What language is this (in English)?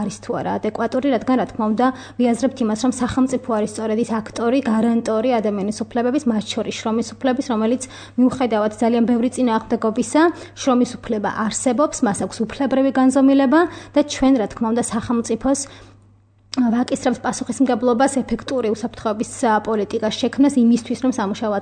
Georgian